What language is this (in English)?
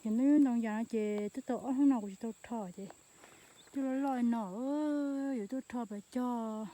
Hmong